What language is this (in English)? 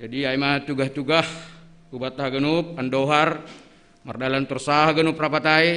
Batak Simalungun